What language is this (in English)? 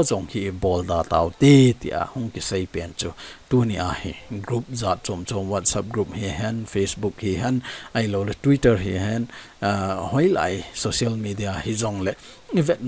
Thado Chin